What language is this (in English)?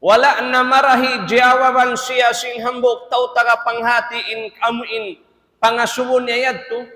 Tausug